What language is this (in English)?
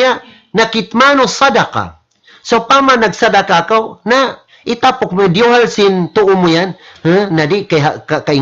Tausug